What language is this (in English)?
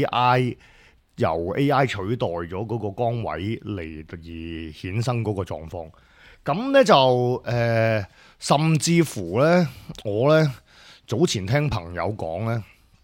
Cantonese